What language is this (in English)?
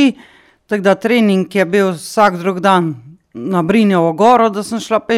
Slovenian